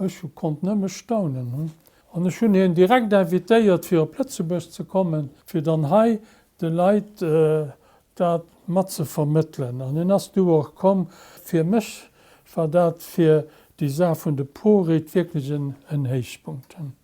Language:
Luxembourgish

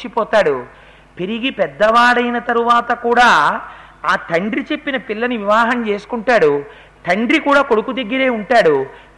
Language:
Telugu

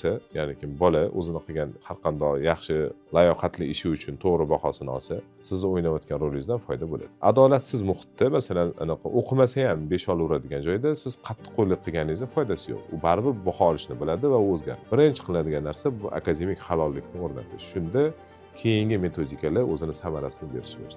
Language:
Uzbek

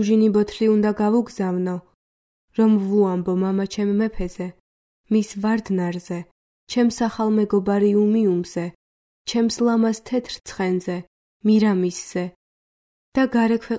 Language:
Georgian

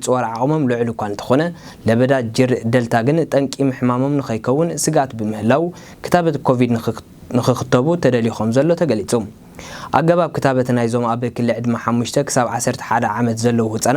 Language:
Tigrinya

